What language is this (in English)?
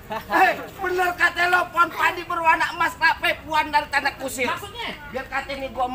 Betawi